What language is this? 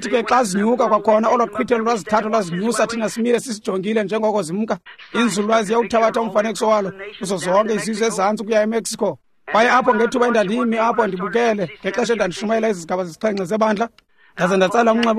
Xhosa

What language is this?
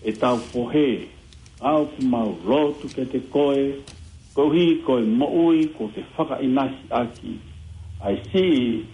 Tongan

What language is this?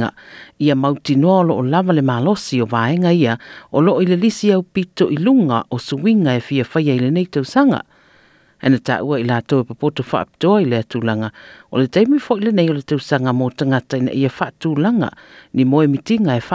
Samoan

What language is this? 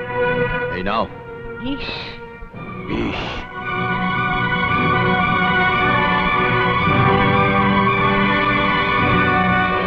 Bangla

